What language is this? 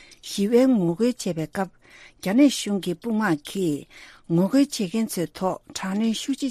Tibetan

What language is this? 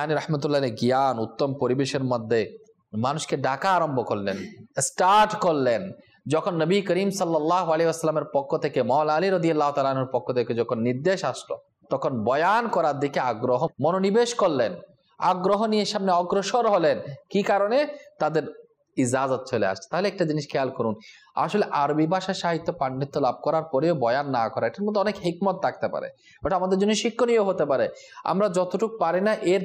Bangla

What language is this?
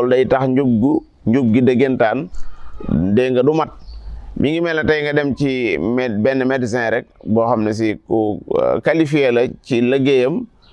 Wolof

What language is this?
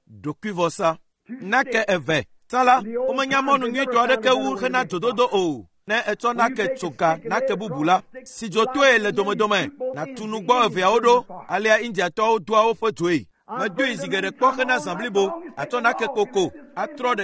Ewe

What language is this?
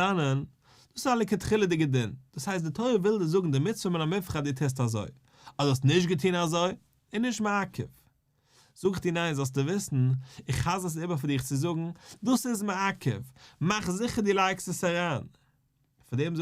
Yiddish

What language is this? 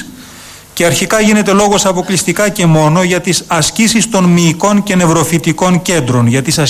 Greek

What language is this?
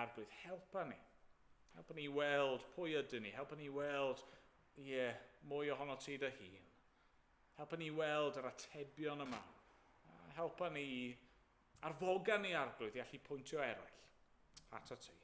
Welsh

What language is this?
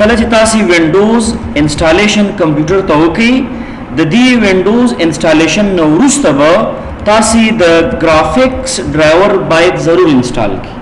Pashto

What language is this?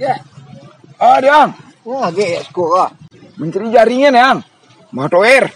Minangkabau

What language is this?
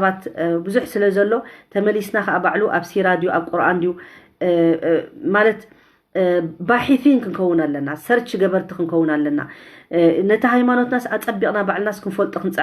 Tigrinya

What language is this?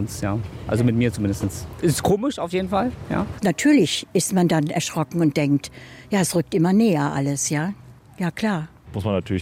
German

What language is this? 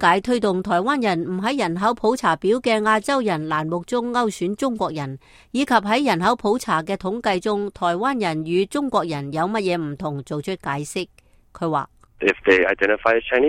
Cantonese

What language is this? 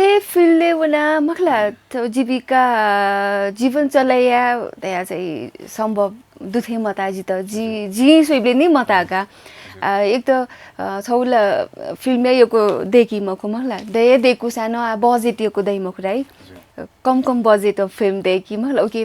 Newari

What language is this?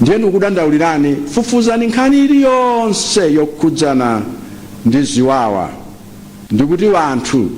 Nyanja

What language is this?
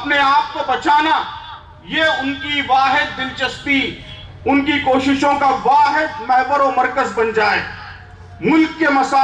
Urdu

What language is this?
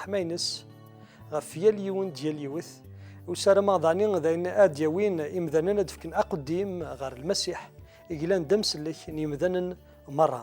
Kabyle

